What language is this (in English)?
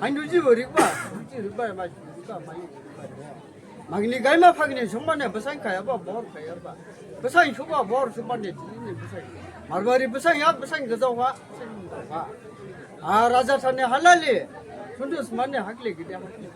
Dimasa